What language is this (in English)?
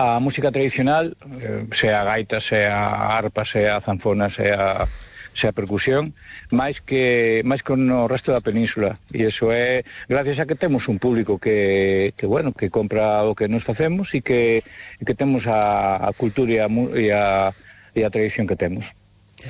Galician